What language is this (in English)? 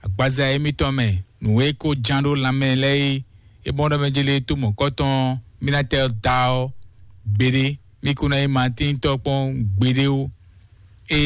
Fon